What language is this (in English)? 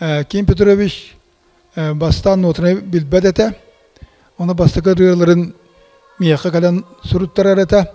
Yakut